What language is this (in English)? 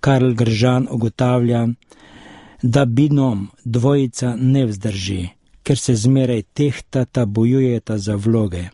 Slovenian